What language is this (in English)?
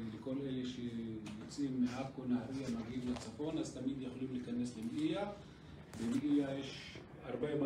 Hebrew